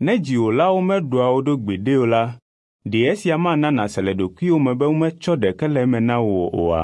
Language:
Ewe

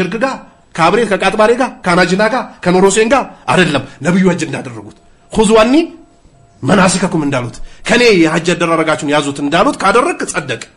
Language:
Amharic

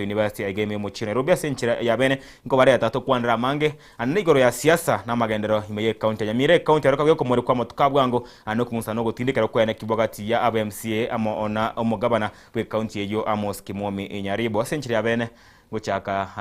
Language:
Gusii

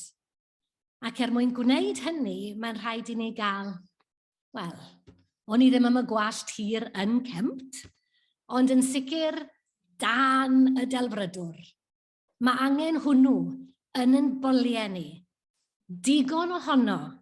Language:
Welsh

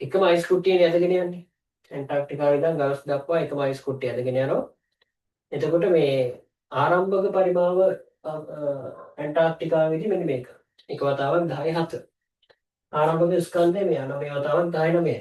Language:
Sinhala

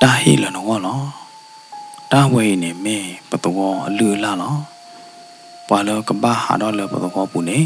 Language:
S'gaw Karen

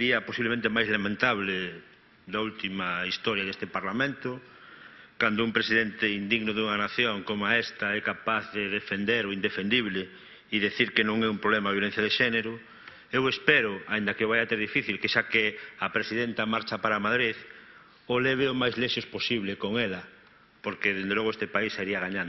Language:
Galician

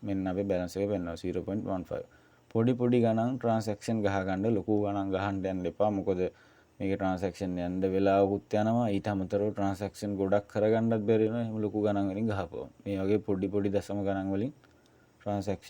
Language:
Sinhala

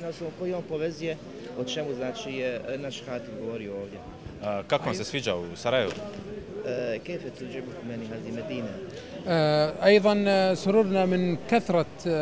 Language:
Bosnian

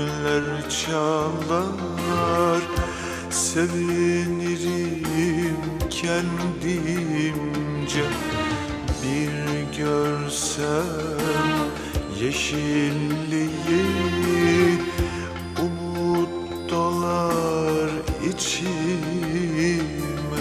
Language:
Turkish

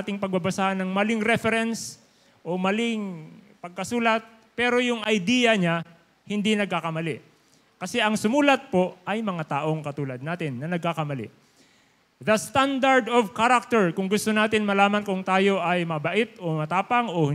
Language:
Filipino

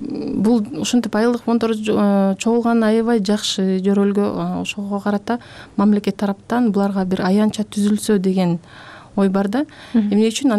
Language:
Kyrgyz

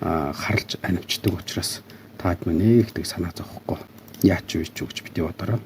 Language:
Mongolian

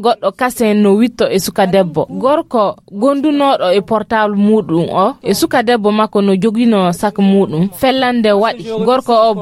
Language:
Fula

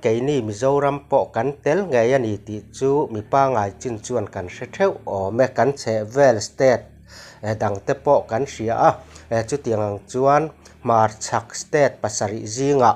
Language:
Mizo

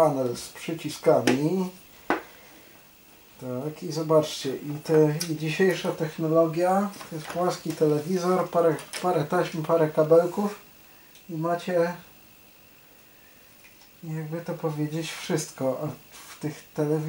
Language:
Polish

